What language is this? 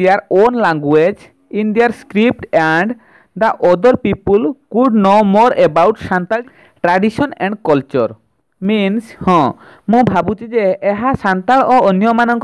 Odia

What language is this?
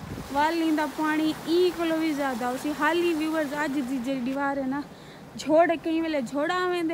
Saraiki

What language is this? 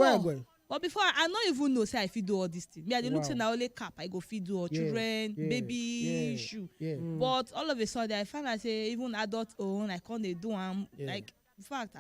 Nigerian Pidgin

